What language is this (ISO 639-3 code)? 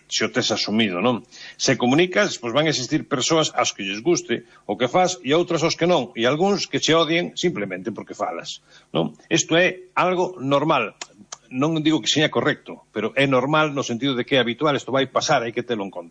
glg